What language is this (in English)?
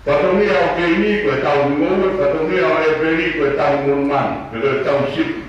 Tongan